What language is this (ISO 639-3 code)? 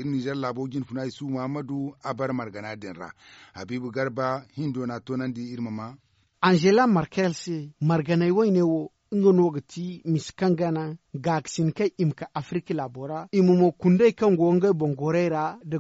dje